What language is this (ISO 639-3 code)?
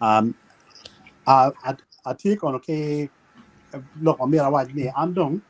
ach